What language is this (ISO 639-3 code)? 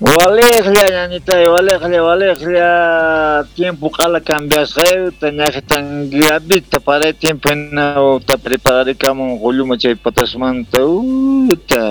que